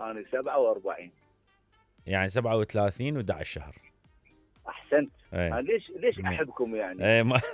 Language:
Mesopotamian Arabic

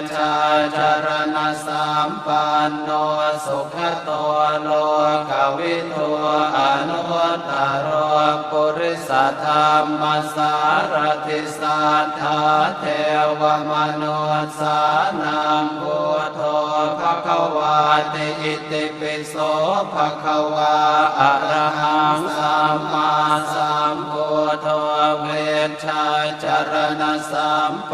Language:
Pali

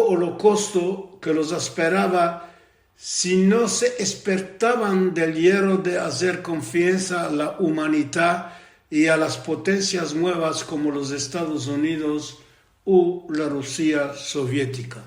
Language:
Ladino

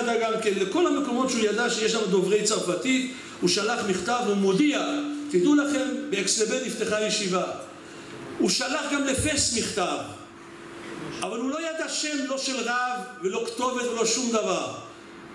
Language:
Hebrew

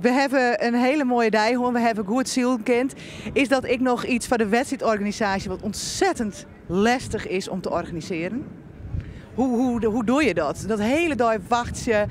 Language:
Western Frisian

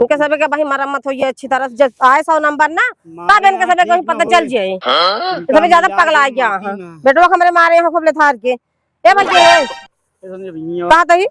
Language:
Awadhi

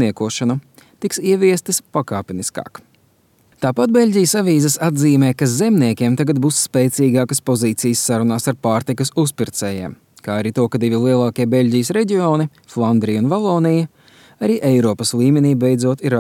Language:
Latvian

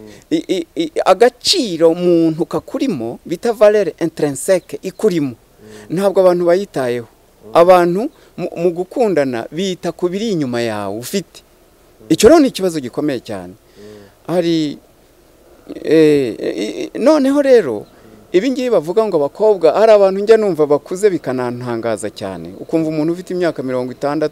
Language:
Kinyarwanda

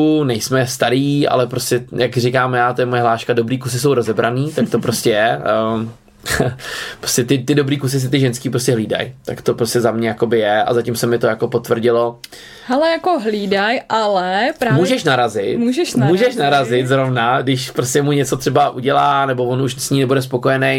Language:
Czech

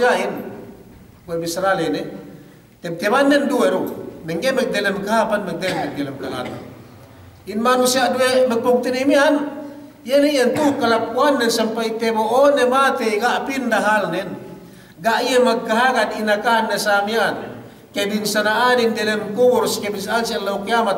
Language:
Yakan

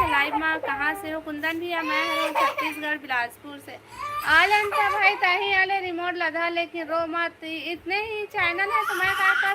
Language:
Chhattisgarhi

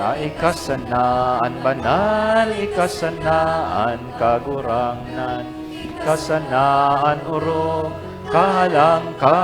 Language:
Bikol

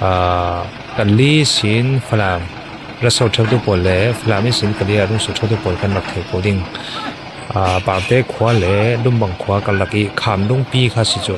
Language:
Falam Chin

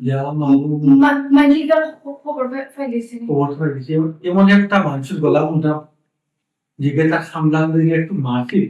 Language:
Sylheti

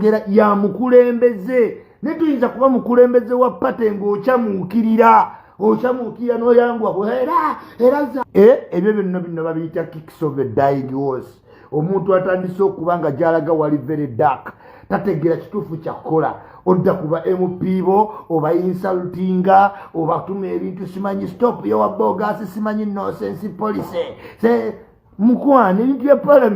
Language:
Ganda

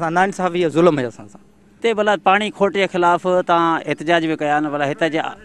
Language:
Sindhi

